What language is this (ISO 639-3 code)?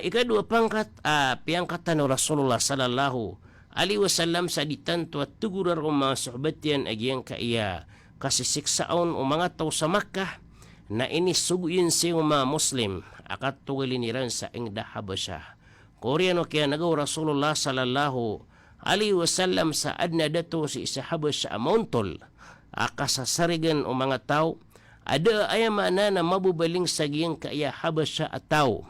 mrw